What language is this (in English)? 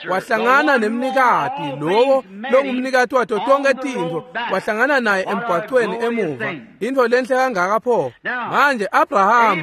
Swati